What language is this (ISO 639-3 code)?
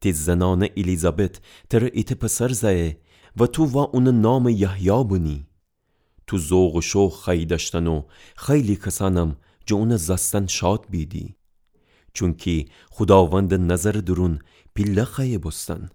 glk